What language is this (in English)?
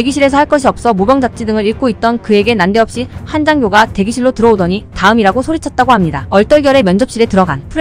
Korean